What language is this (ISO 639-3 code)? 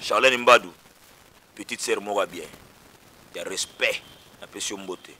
lin